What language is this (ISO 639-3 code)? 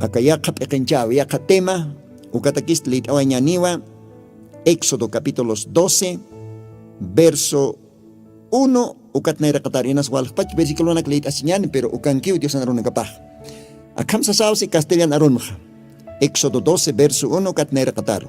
aym